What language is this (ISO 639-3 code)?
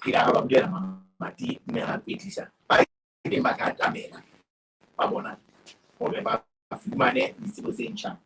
sot